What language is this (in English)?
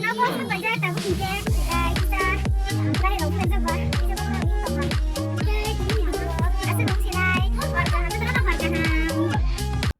Kok Borok